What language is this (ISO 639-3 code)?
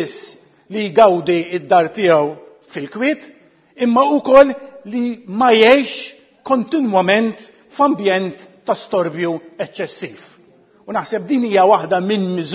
mlt